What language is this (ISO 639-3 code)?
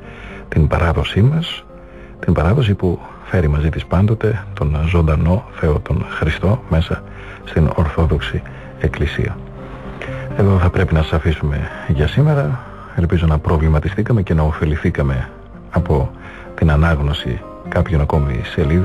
ell